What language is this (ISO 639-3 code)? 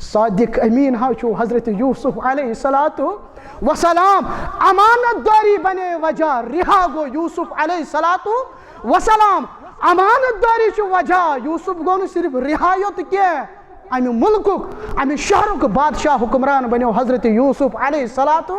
kas